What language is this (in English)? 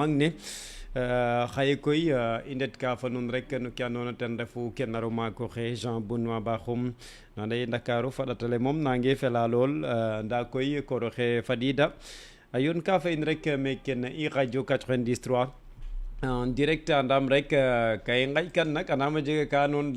Serer